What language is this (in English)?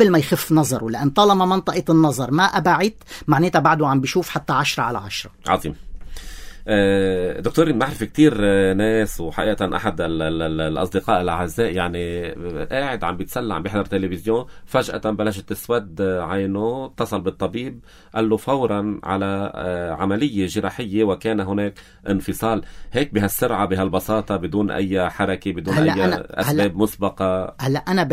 North Levantine Arabic